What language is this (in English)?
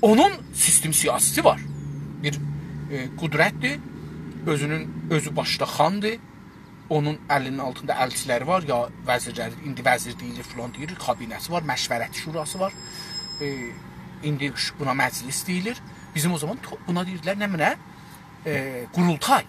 South Azerbaijani